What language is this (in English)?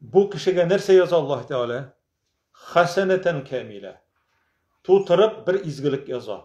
Tatar